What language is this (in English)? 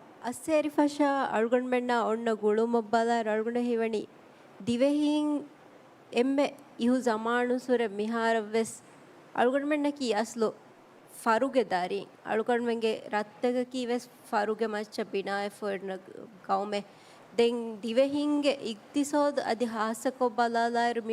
Divehi